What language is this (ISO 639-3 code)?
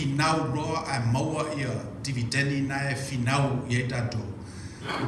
smo